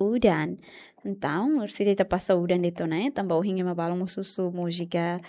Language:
Tetum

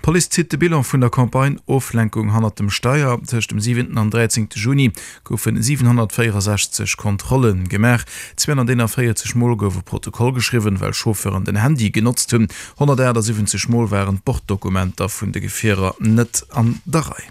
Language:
Luxembourgish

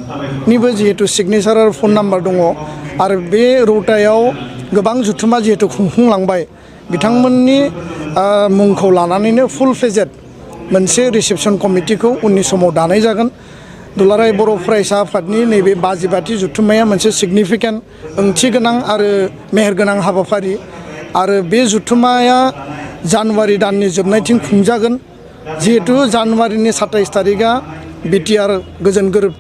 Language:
Bodo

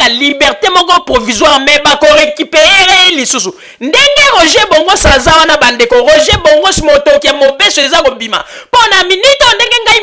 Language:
Lingala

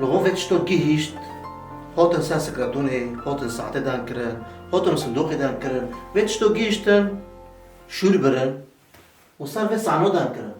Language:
Kurdish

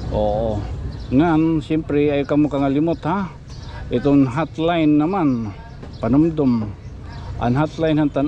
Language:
Waray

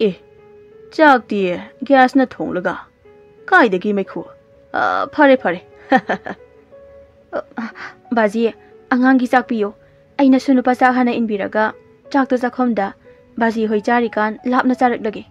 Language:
Manipuri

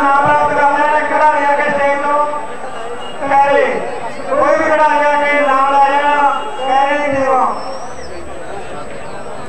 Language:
Punjabi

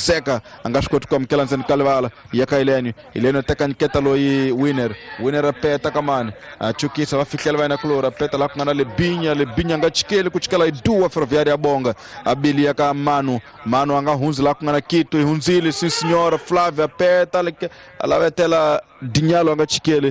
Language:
Tsonga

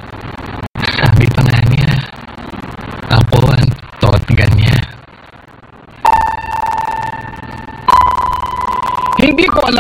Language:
Filipino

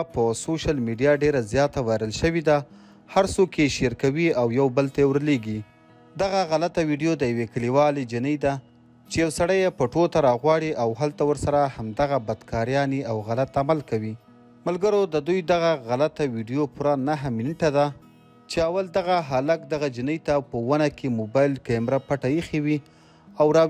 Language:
Pashto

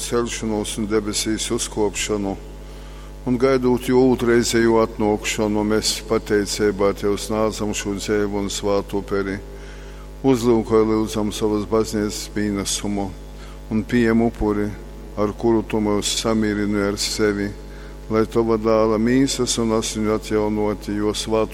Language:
Latgalian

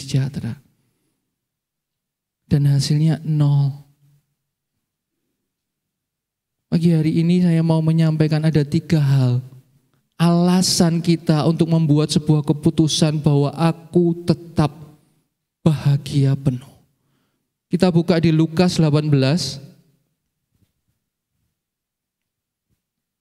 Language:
Indonesian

